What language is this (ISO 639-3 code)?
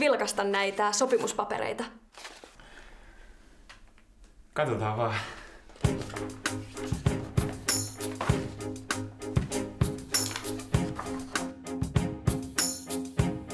fin